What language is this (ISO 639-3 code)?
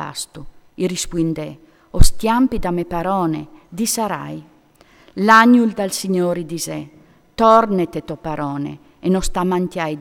fur